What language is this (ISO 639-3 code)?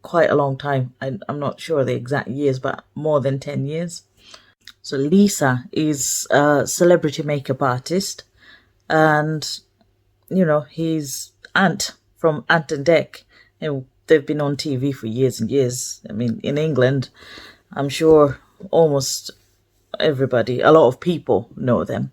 eng